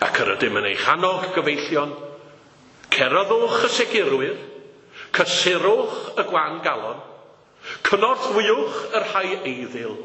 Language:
Welsh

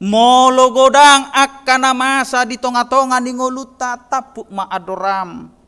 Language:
Batak Toba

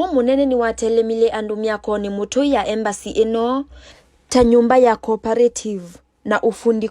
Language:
Kamba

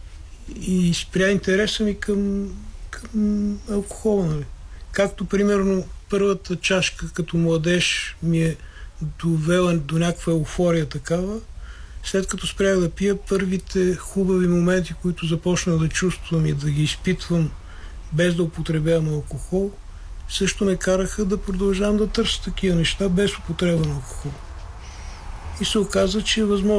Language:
Bulgarian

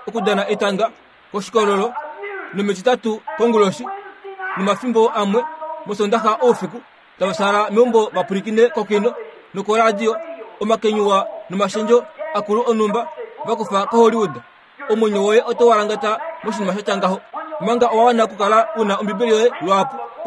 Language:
Kuanyama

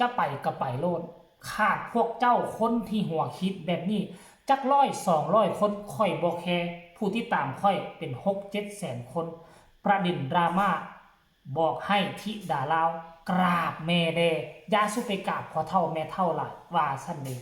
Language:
Lao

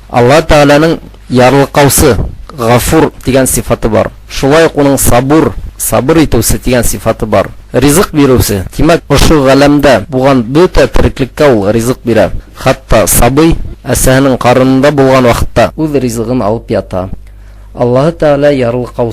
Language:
Bashkir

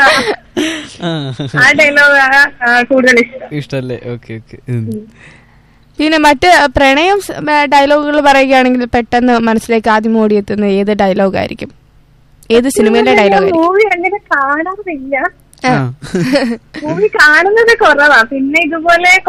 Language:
Malayalam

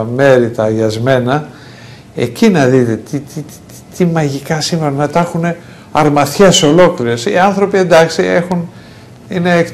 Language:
Greek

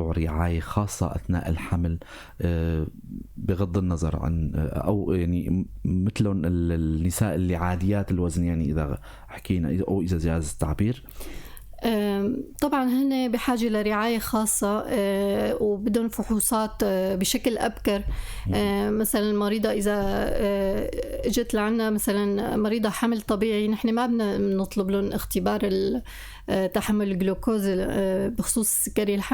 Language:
North Levantine Arabic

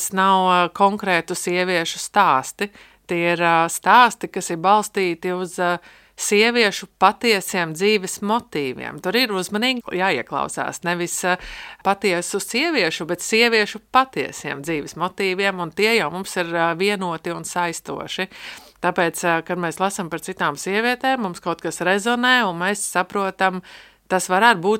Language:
Latvian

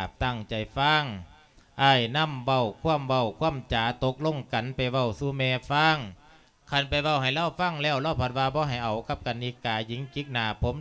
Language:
Lao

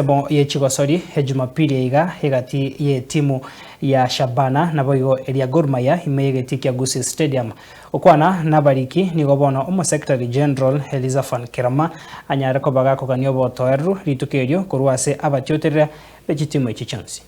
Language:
Gusii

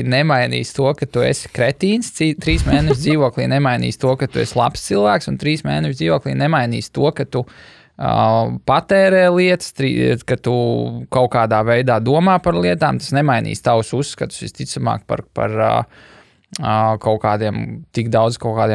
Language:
Latvian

